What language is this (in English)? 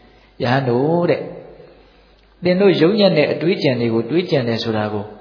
Burmese